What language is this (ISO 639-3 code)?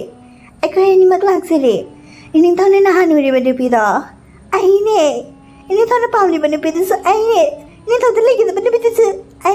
mni